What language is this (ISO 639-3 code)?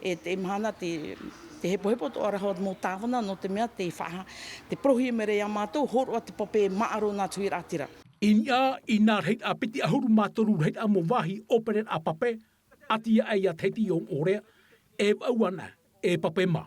tah